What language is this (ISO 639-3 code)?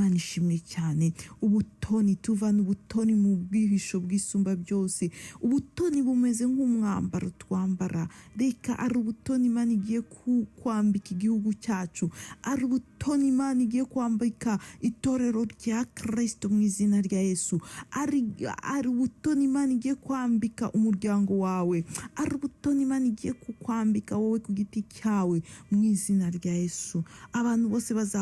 kin